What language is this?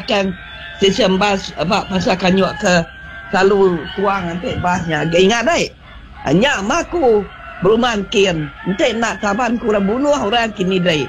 Iban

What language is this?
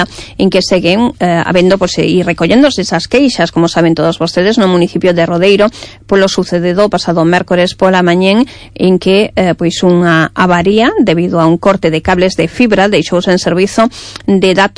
Galician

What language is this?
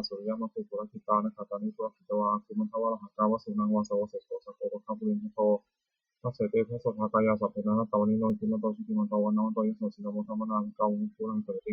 Pali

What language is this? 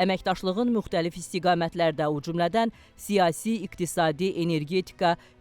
Azerbaijani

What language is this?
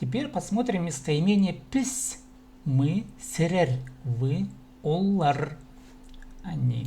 Khakas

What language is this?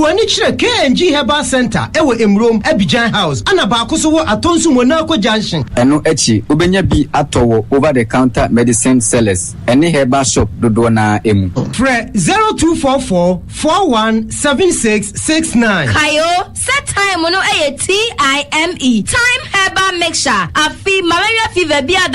Akan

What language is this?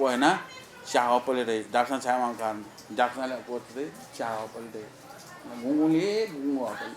Newari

